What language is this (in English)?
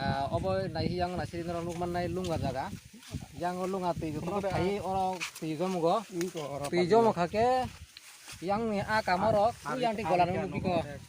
Kok Borok